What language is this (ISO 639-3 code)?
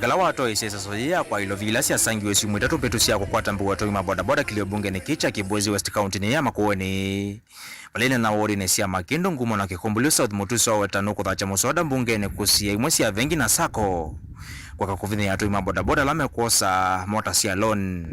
kam